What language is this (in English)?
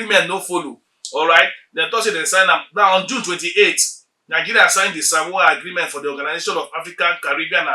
Nigerian Pidgin